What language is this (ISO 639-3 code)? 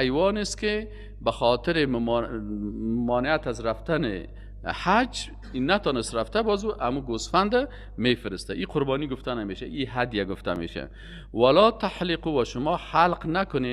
fas